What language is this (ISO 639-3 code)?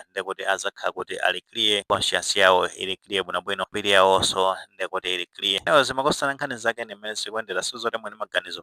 nya